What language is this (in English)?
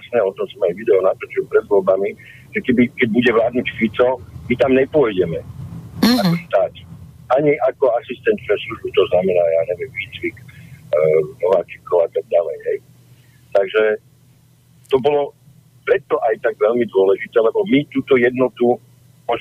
Slovak